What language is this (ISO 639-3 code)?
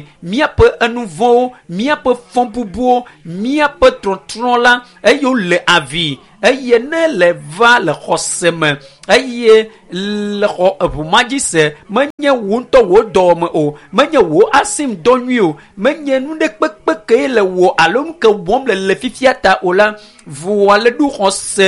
ewe